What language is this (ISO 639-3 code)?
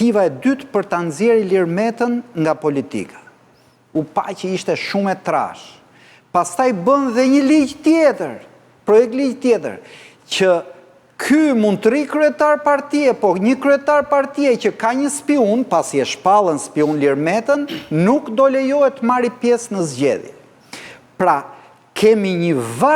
sqi